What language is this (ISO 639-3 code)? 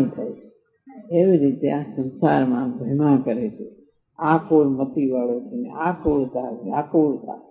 guj